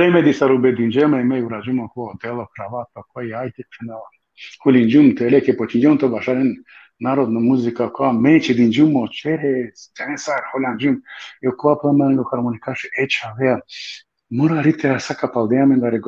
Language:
Balkan Romani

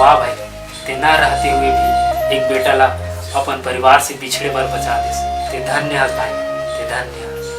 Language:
Chhattisgarhi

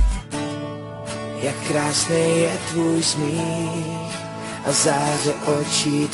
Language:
Czech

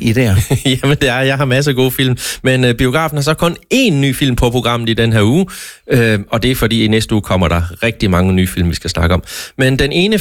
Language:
Danish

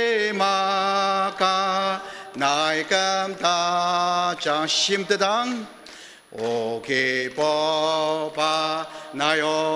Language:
Ao Naga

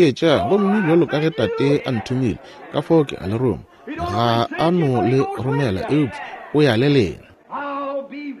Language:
Northern Sotho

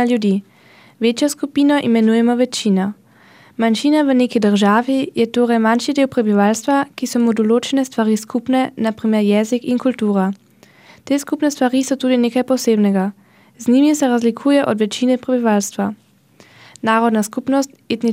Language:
Slovenian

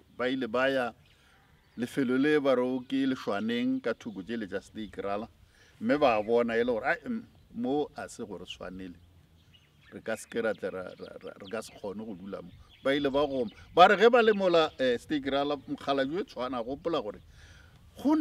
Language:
Northern Sotho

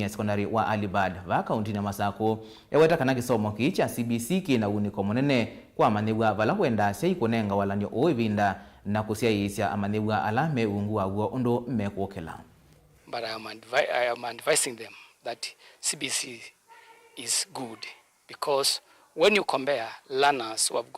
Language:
Kamba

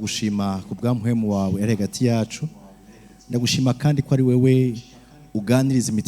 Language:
Rundi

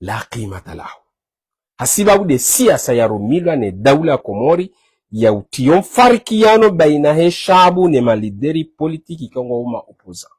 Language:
Ngazidja Comorian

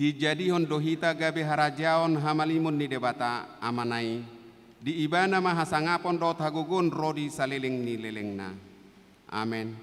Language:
Batak Toba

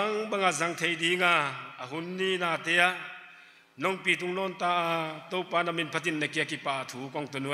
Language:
Paite Chin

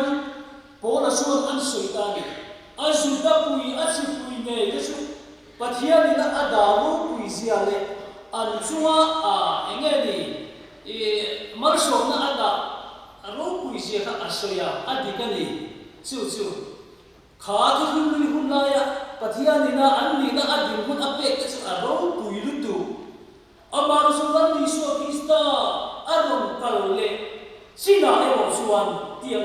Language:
Mizo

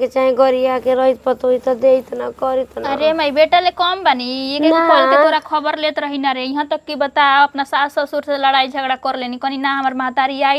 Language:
Bhojpuri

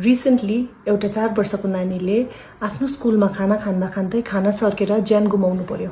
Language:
Nepali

